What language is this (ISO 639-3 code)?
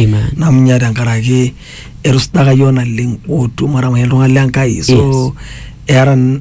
swa